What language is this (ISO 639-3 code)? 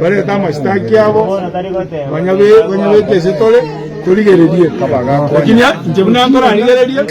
guz